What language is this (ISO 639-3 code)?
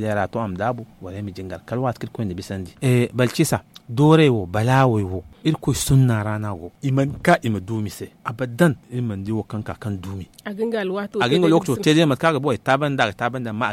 dje